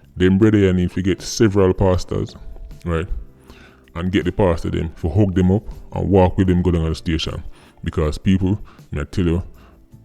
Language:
Jamaican Creole English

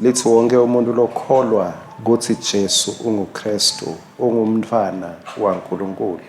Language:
Swati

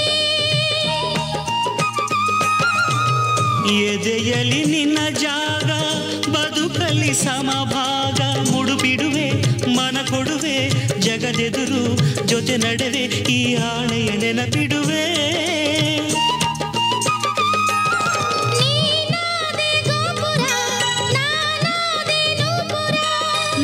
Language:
Kannada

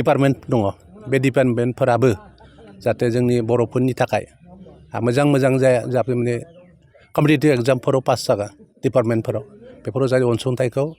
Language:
Bodo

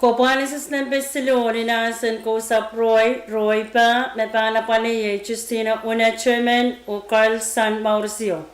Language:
Pohnpeian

